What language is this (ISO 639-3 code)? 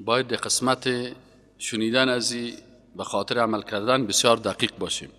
fas